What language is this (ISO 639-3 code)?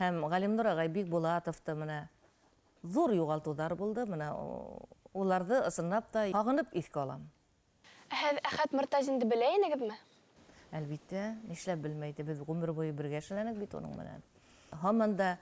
bak